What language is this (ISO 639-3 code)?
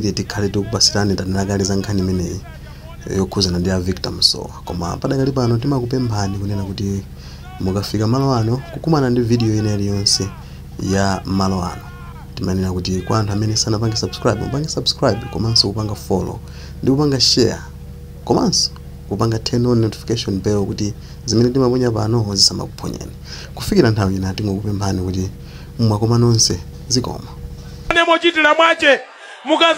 nya